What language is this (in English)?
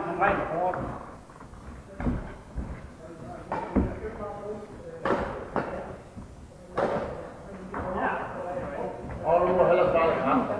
Danish